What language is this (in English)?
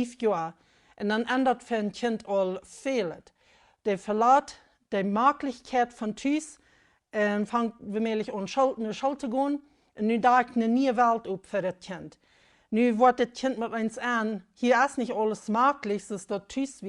Plautdietsch